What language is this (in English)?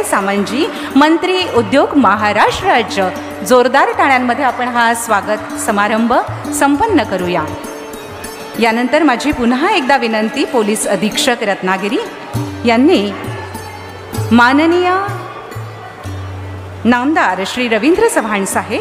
Marathi